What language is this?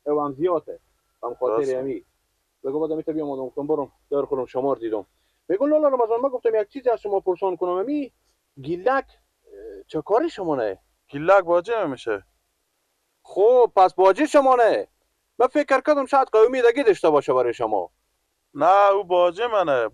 Persian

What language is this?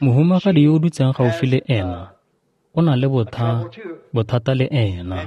Tswana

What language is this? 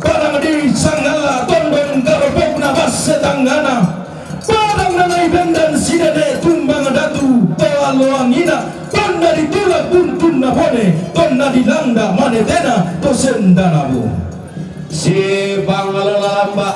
Toraja-Sa'dan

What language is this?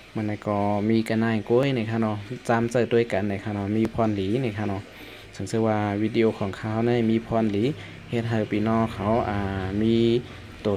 Shan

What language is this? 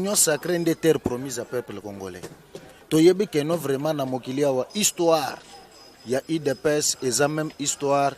Lingala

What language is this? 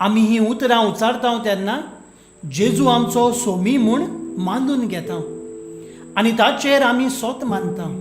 Konkani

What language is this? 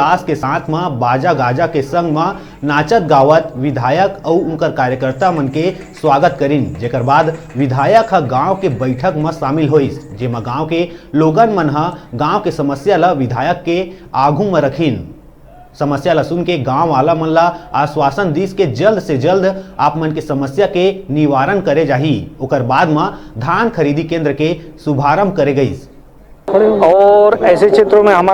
Chhattisgarhi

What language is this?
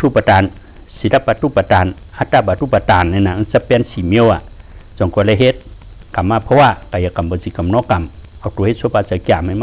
Shan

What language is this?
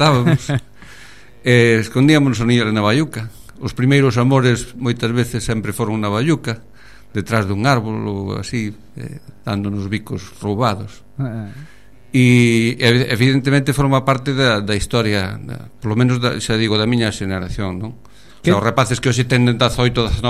Galician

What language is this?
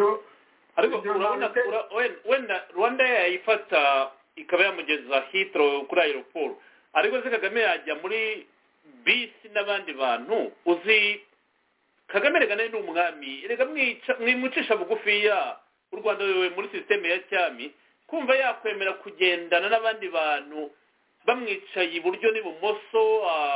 Kinyarwanda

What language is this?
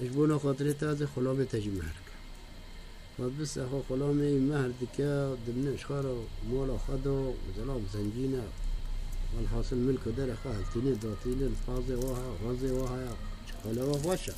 Kurdish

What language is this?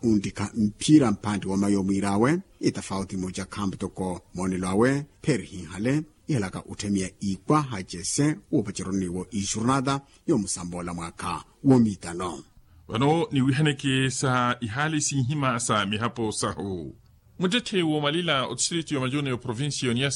Makhuwa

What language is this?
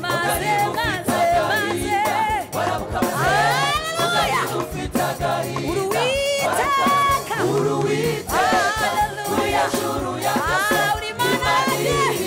Kinyarwanda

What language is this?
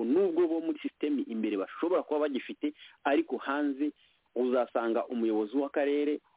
Kinyarwanda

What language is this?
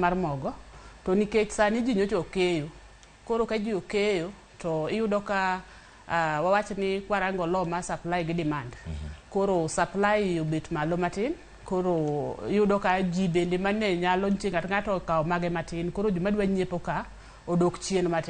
Luo (Kenya and Tanzania)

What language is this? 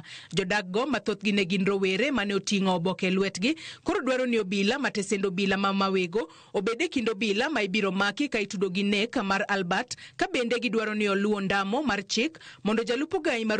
Luo (Kenya and Tanzania)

